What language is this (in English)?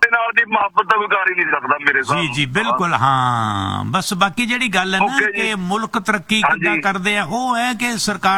Punjabi